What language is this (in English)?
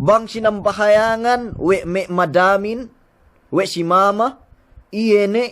Yakan